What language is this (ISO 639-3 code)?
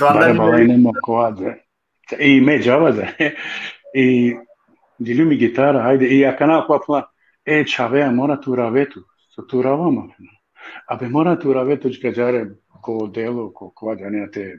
rmn